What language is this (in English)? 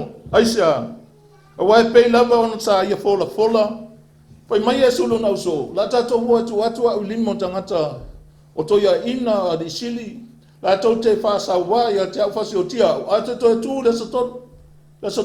Samoan